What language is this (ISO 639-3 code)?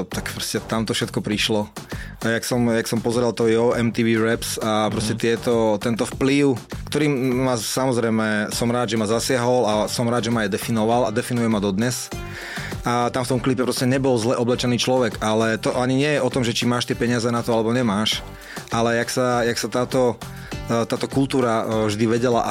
slk